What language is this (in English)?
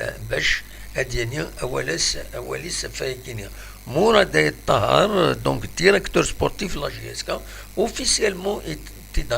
Kabyle